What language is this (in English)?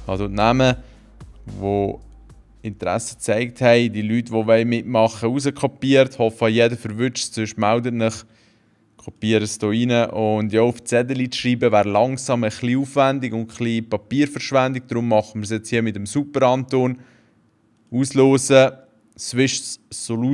Swiss German